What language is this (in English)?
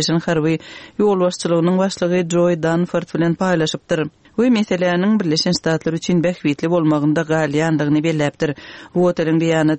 Turkmen